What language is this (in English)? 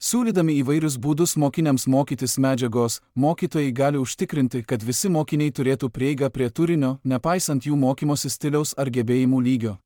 Lithuanian